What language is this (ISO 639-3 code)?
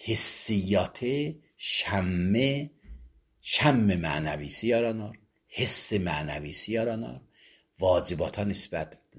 aze